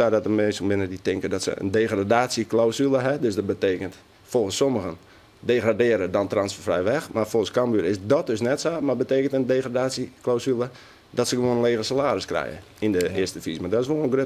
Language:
Western Frisian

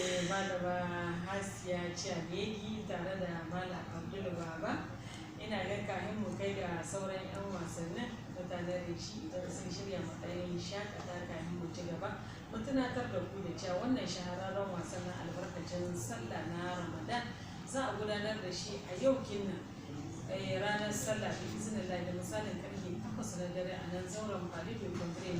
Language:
Hausa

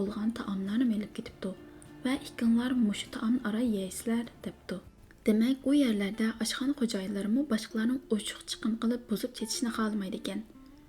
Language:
Uyghur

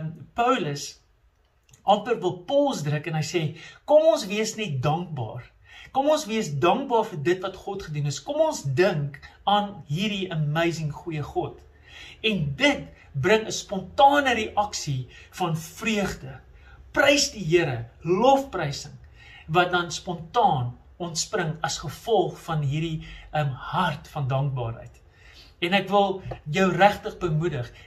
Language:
Afrikaans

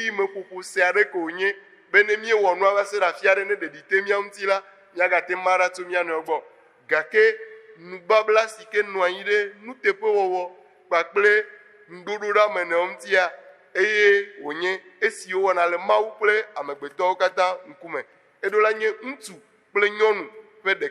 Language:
Ewe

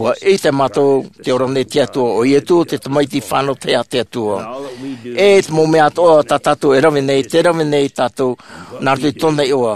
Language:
Tahitian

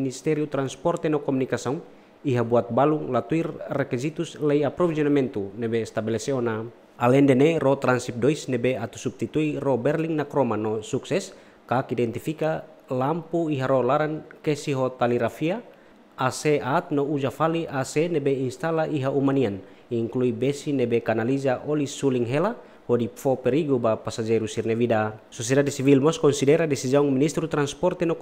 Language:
Tetum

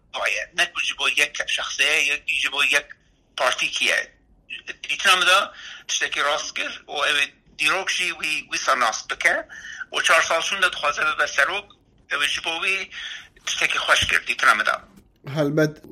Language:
Kurdish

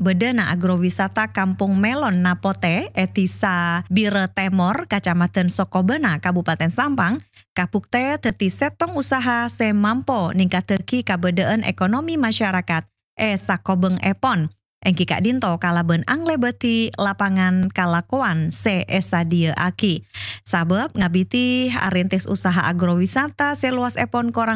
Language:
Madurese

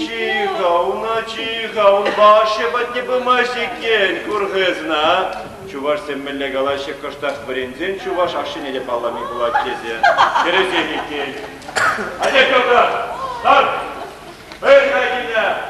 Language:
Chuvash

